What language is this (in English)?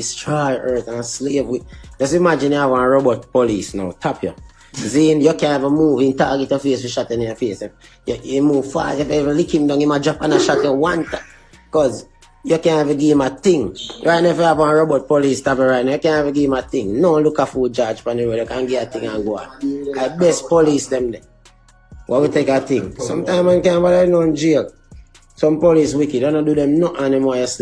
Jamaican Creole English